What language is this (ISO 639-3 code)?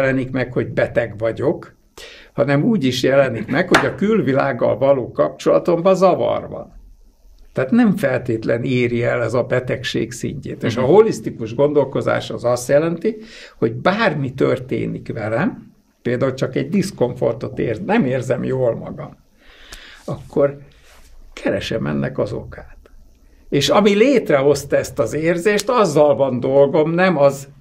hun